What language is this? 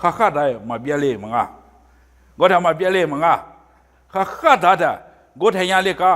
Lisu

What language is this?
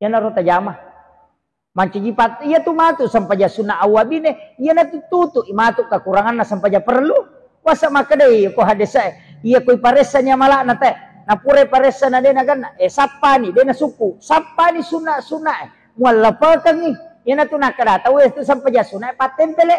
Buginese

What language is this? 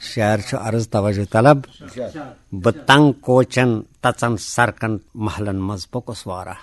Kashmiri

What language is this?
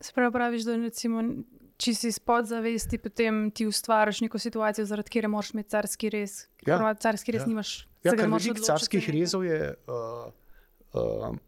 Slovenian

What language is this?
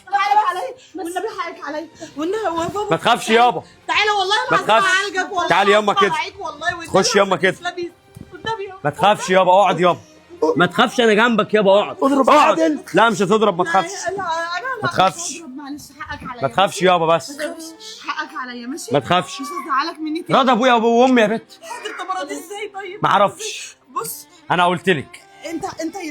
Egyptian Arabic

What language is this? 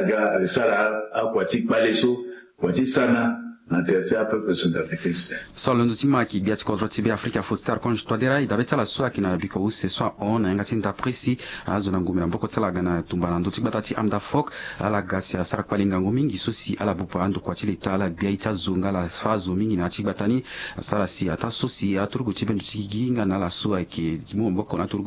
Sango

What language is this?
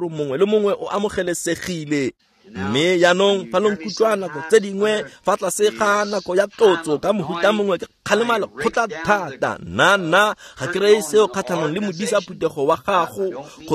Tswana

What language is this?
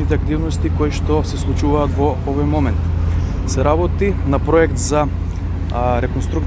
Macedonian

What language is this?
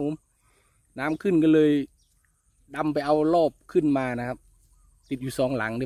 Thai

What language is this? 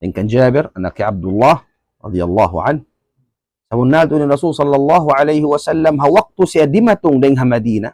Tausug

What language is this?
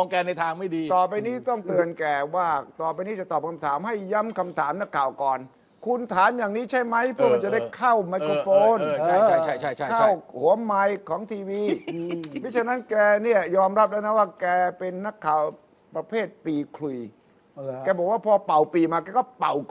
Thai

